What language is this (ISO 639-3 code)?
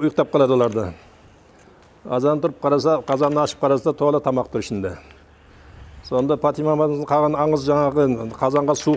kaz